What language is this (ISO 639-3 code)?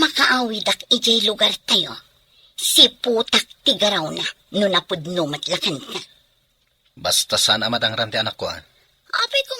ilo